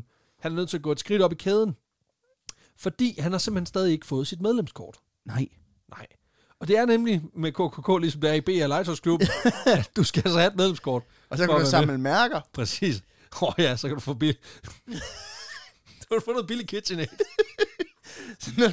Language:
Danish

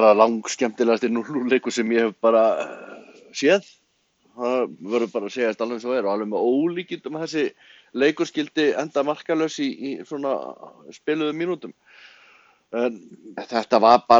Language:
Icelandic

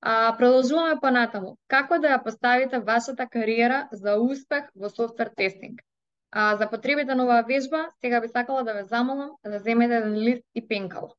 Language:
Macedonian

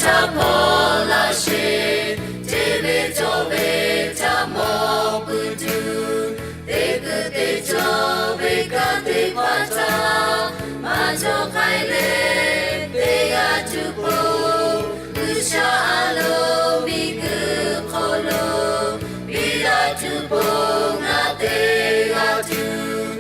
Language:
Lahu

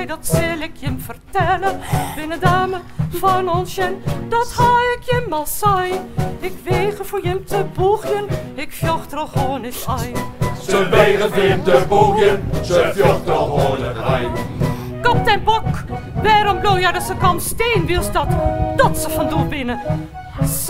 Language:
Western Frisian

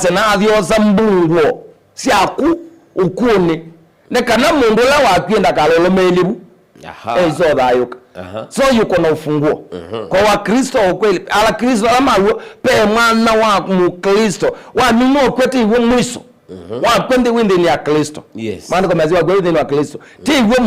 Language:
Kamba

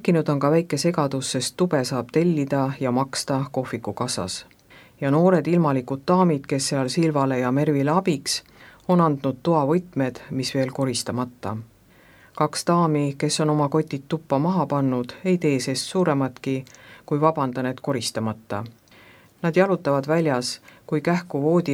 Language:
Estonian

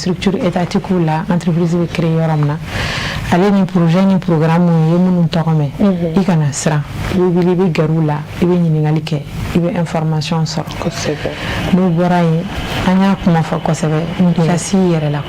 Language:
Bambara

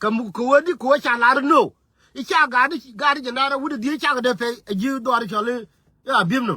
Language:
Nuer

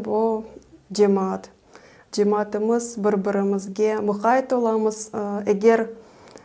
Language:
Crimean Tatar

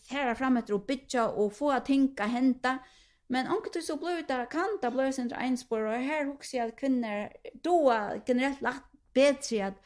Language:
Faroese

